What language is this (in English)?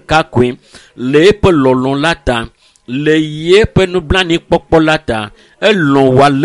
Ewe